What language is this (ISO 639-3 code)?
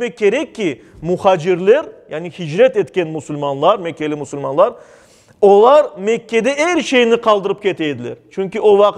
crh